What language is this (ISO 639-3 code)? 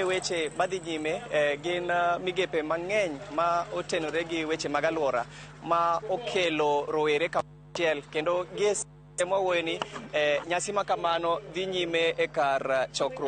luo